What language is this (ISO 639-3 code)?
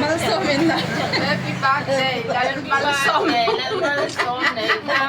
hmr